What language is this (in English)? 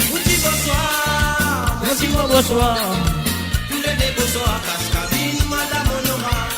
Morisyen